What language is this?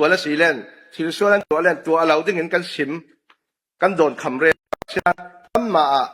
Falam Chin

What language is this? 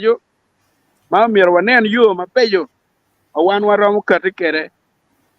Acoli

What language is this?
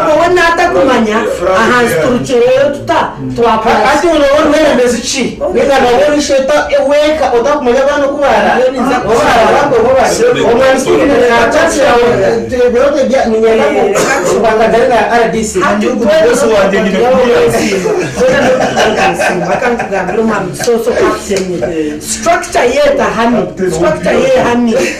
Nyankole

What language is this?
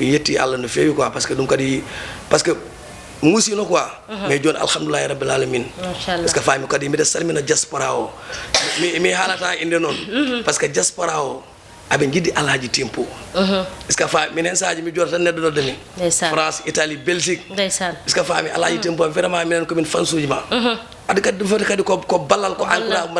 Fula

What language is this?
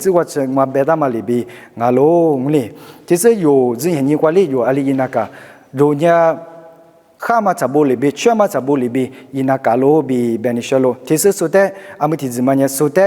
Lisu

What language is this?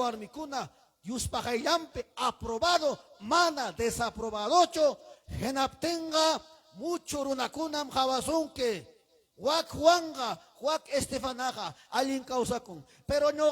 Ayacucho Quechua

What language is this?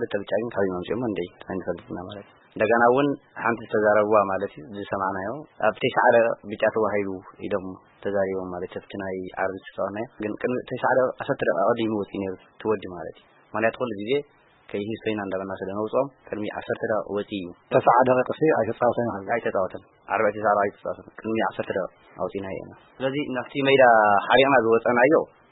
Tigrinya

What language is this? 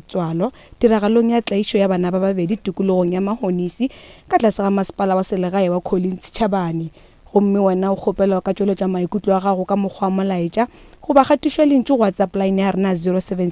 Northern Sotho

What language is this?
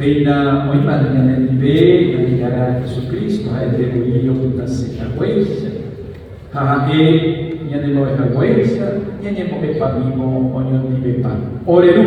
Guarani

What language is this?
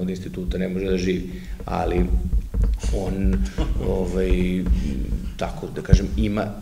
Serbian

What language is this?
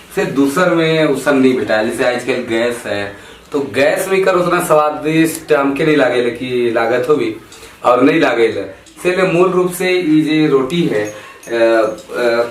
Sadri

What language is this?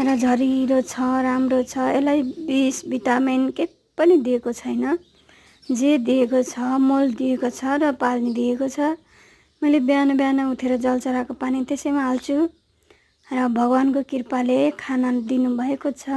Nepali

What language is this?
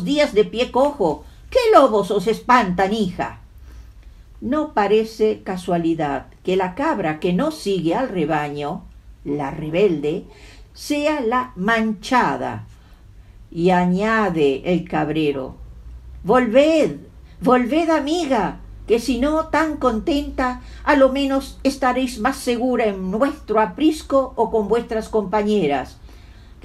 Ladino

